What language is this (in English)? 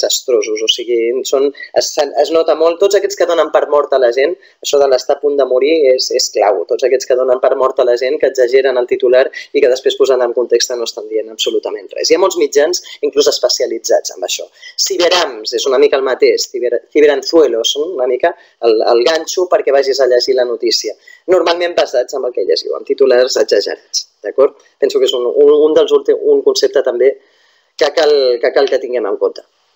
Catalan